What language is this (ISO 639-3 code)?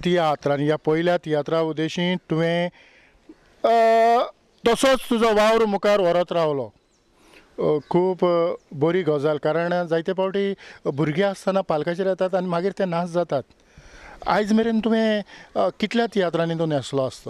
kok